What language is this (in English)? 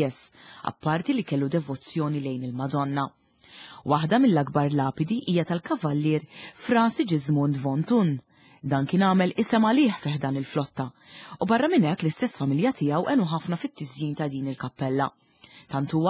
Maltese